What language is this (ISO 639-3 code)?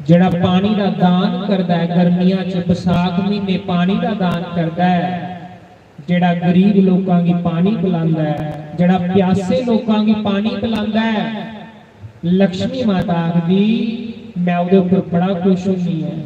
doi